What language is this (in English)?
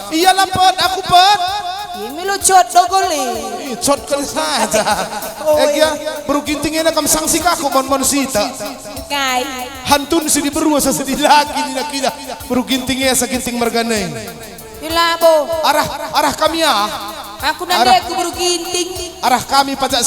Batak Karo